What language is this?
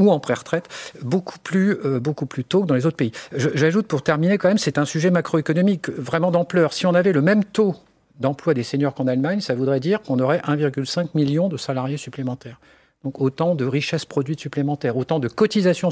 French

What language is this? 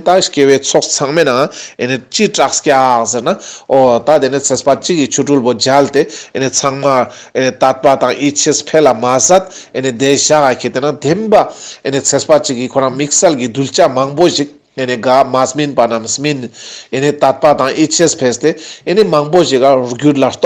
Ladakhi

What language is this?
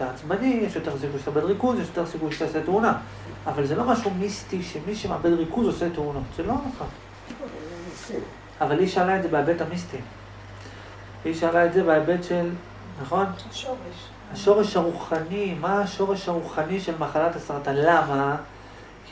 Hebrew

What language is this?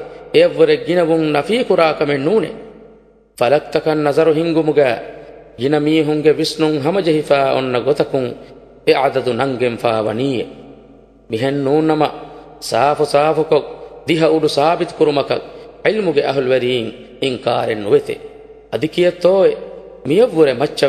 Divehi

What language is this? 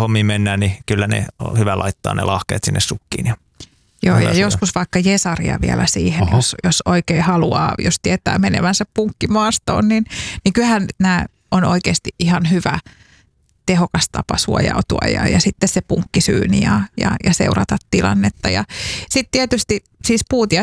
Finnish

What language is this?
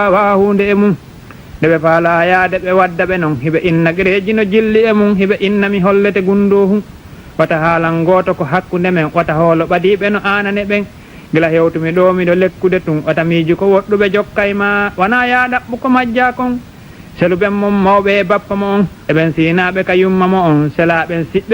Fula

